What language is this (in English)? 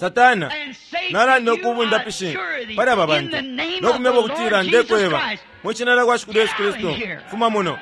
Bemba